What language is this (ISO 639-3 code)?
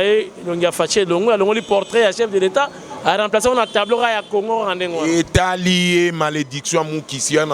lin